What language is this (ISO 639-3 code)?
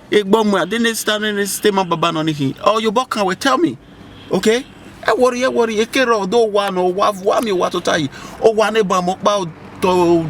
bin